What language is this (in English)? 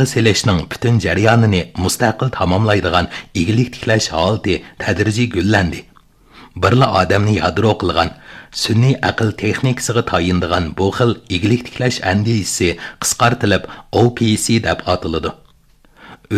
Uyghur